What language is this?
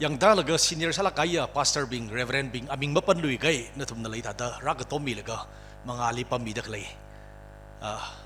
Tangkhul Naga (India)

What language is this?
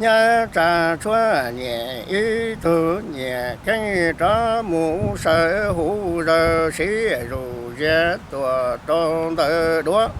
Hmong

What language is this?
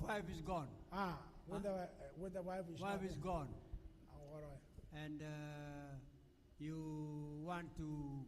Gilbertese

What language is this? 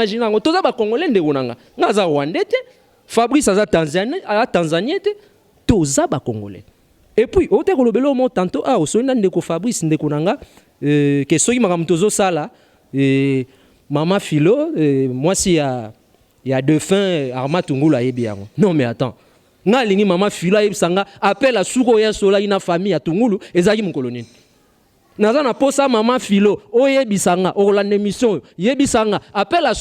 Lingala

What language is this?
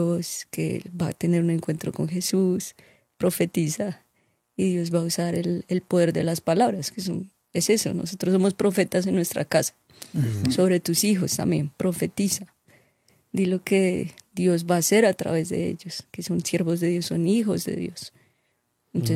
Spanish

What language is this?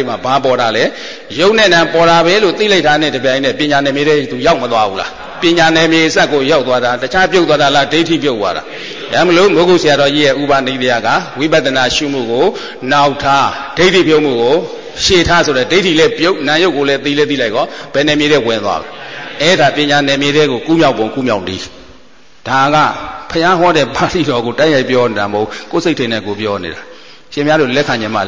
Burmese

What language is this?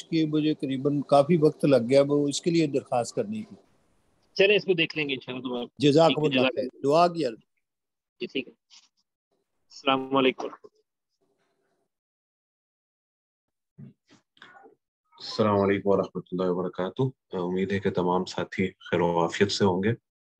Urdu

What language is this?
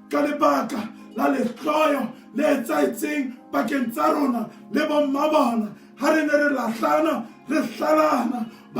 Southern Sotho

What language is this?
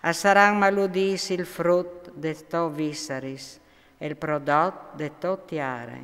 Friulian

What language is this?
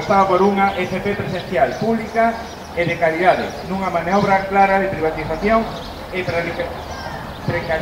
Galician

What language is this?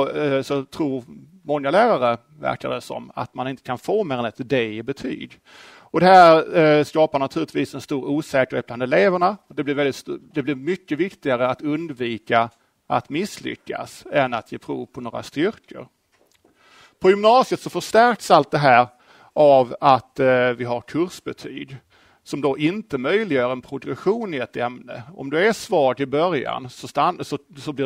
Swedish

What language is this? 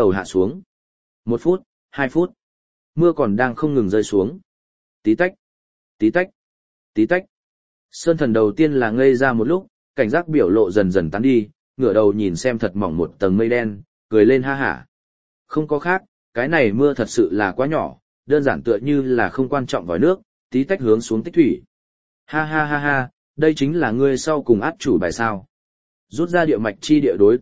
Vietnamese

